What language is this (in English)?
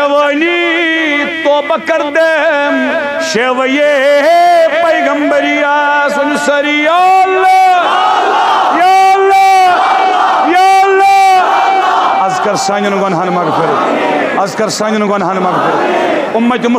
Kashmiri